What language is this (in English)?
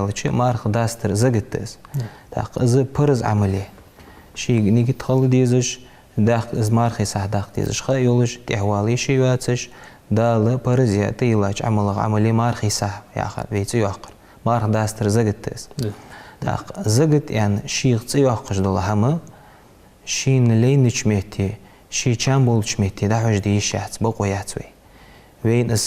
Ingush